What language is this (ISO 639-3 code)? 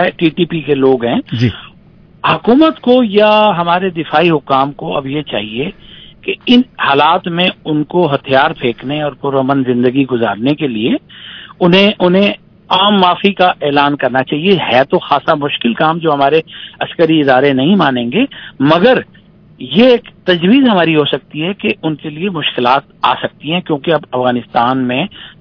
urd